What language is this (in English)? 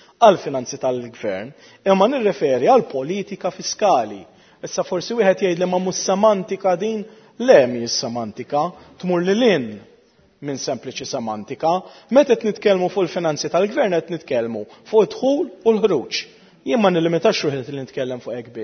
Maltese